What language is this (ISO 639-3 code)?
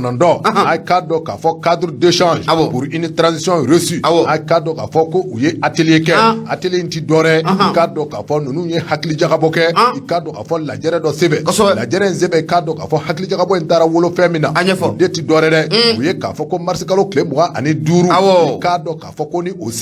bam